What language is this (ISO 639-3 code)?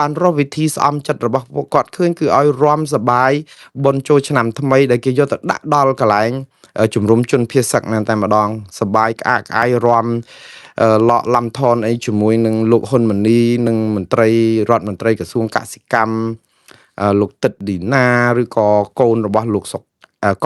khm